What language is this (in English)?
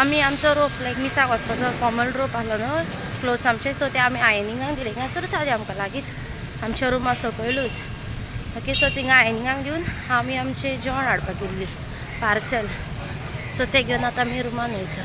Konkani